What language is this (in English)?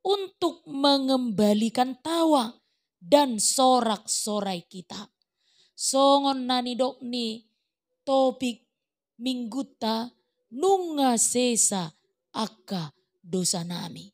Batak Toba